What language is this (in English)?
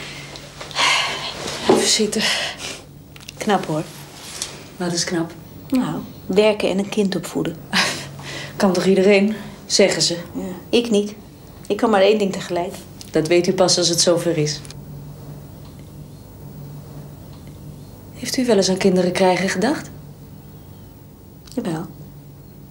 Dutch